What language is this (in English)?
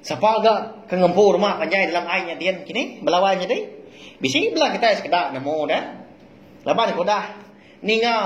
Iban